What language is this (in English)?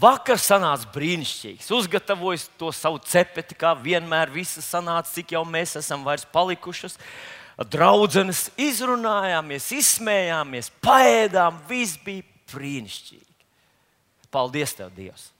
Latvian